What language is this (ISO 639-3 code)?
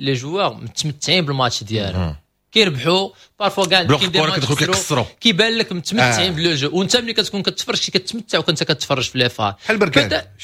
ary